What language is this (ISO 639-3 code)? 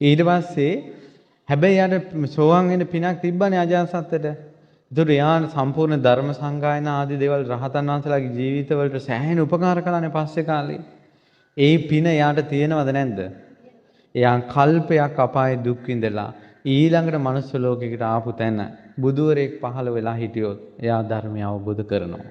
sin